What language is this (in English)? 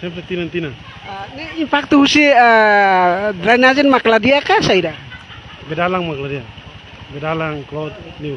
Tetum